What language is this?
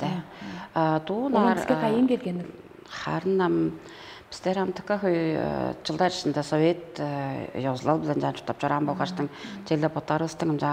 Tuvinian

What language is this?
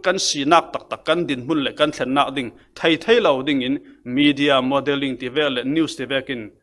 Falam Chin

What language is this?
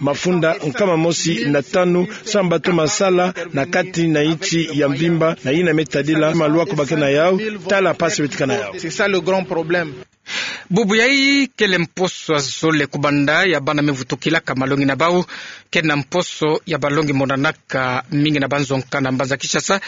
Kituba (Democratic Republic of Congo)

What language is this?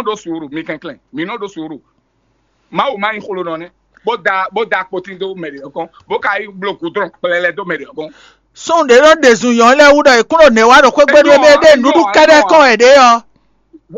Fon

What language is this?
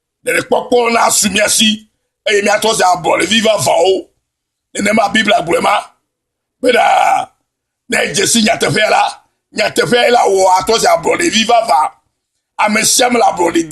Ewe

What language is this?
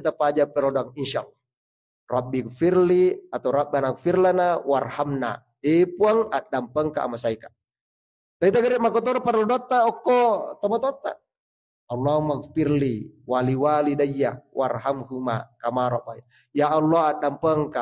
Buginese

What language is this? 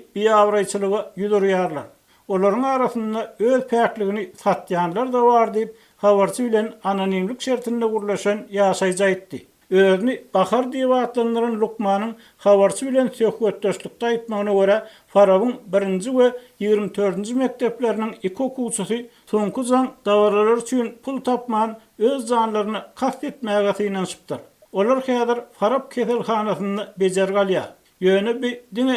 Turkmen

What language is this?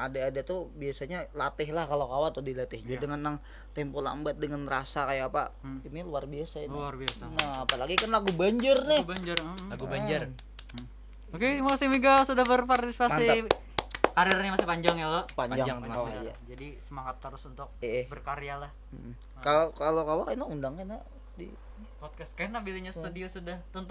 Banjar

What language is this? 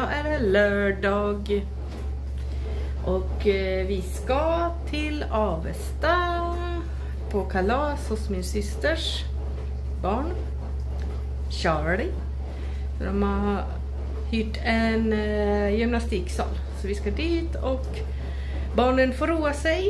Swedish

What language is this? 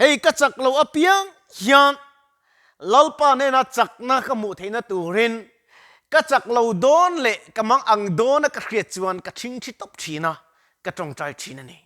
Mizo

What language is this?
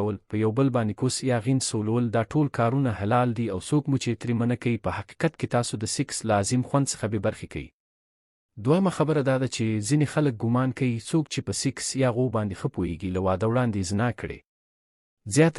Pashto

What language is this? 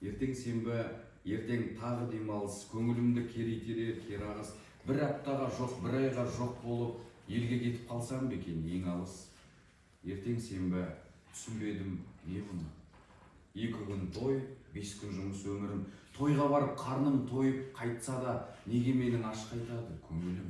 Kazakh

